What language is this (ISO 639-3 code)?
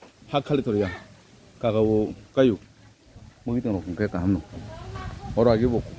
trp